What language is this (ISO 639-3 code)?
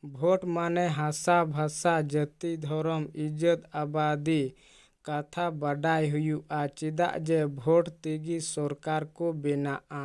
sat